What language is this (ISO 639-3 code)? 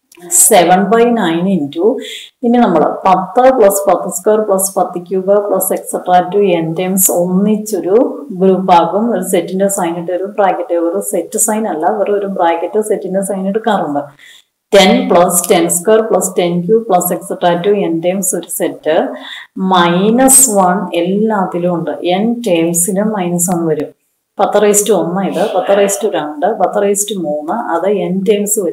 mal